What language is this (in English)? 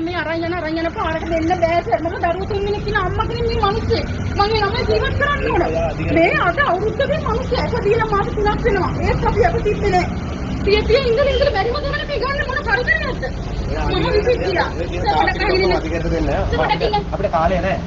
Sinhala